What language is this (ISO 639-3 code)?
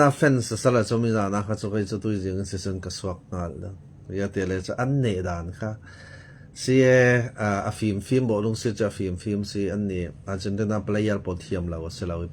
cfm